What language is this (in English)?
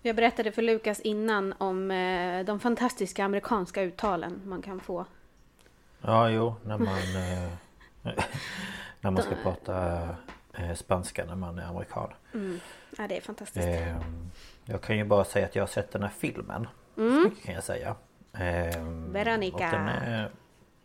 Swedish